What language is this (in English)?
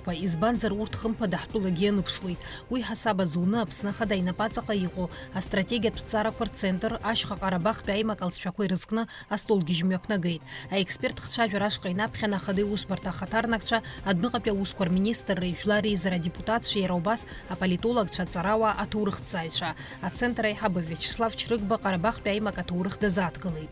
Abkhazian